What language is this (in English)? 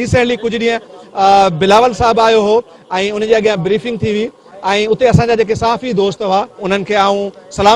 Sindhi